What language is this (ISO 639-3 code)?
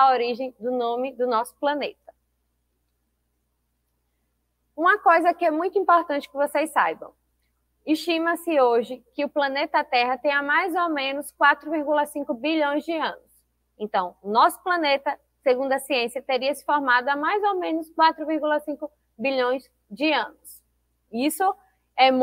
por